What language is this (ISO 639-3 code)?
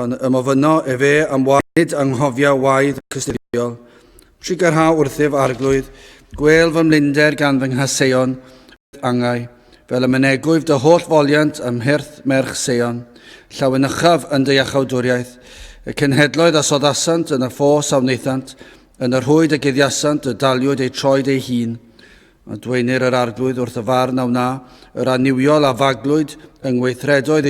cym